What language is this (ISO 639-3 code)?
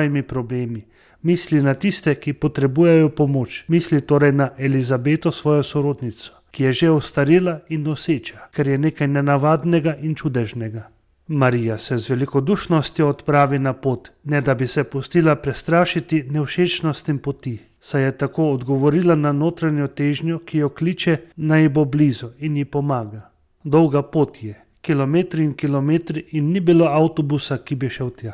slv